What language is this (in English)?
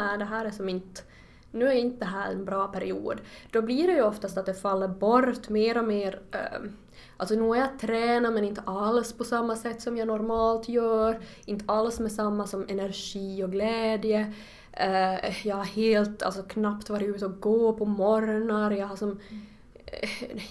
Swedish